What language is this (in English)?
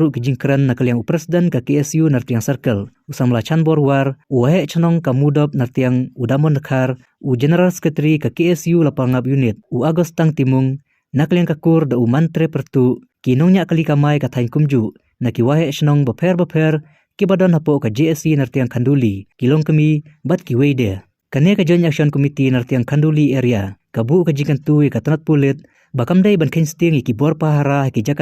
Khasi